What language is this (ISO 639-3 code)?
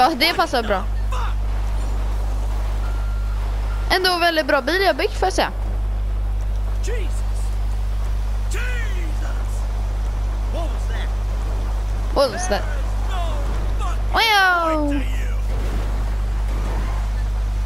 swe